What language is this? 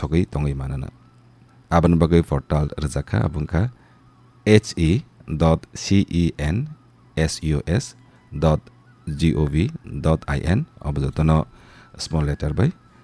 Kok Borok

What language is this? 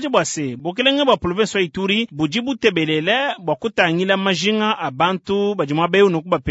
Luba-Lulua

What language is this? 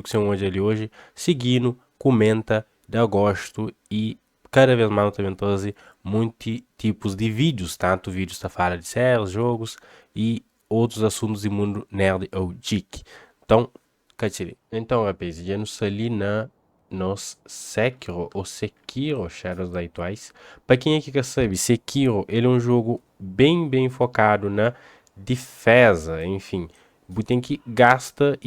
Kabuverdianu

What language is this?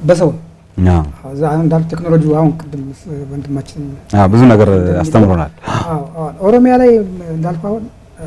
Amharic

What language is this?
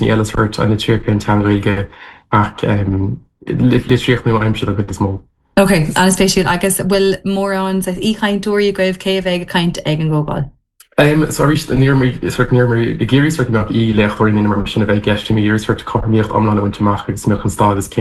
Irish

